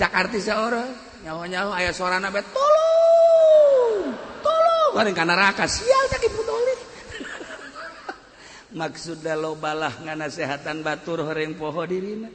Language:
Sundanese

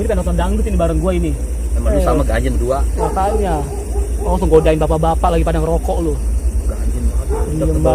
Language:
Betawi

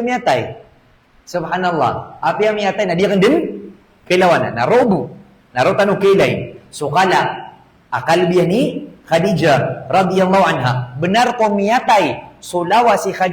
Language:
Maranao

